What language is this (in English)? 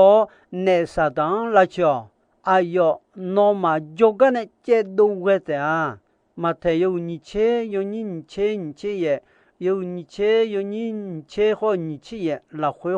Akha